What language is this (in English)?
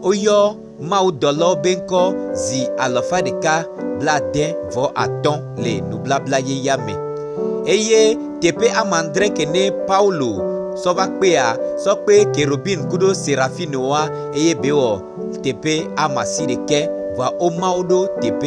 Gen